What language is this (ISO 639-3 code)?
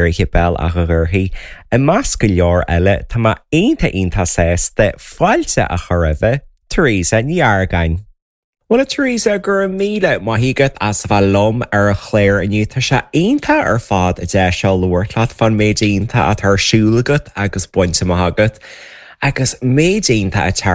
gle